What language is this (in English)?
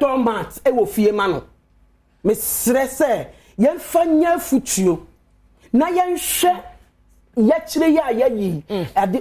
Akan